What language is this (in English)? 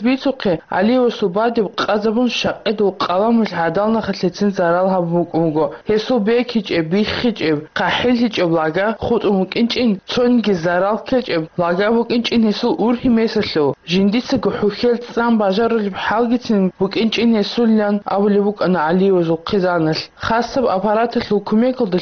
Avaric